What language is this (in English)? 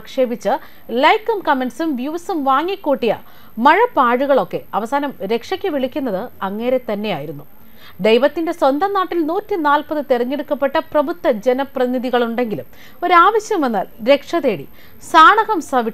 Malayalam